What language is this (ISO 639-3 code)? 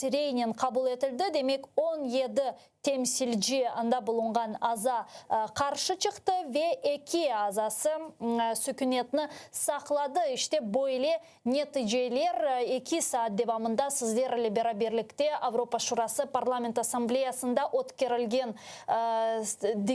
crh